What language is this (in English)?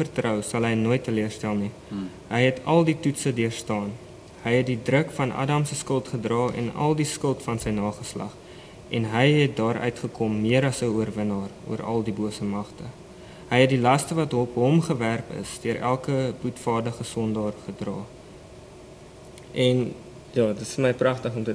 Afrikaans